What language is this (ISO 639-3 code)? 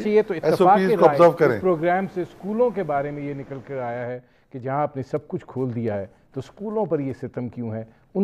urd